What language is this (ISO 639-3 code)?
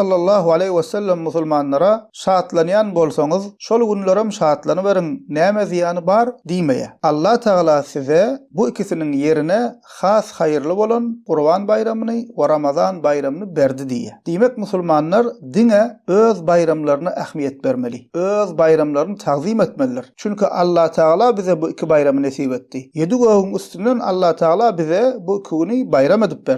tuk